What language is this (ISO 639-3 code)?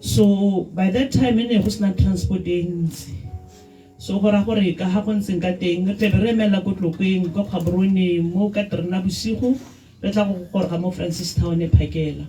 tsn